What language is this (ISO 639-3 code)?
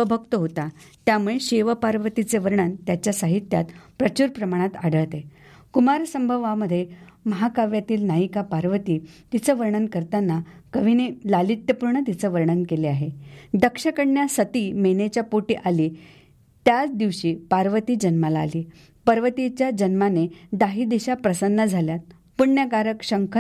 mar